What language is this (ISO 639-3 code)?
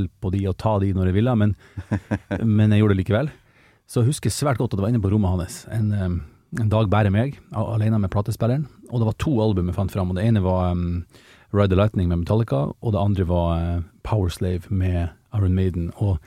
nor